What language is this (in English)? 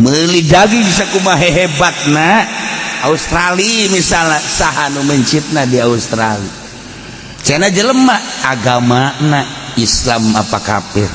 Sundanese